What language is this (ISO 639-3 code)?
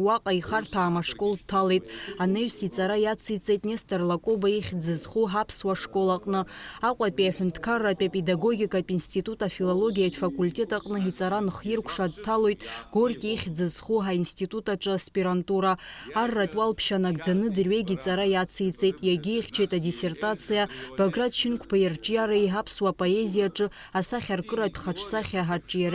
abk